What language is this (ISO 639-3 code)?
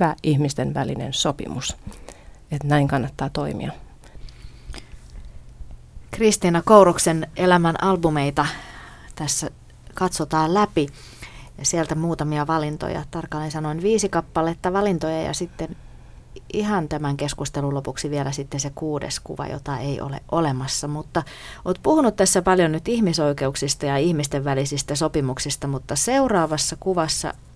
fin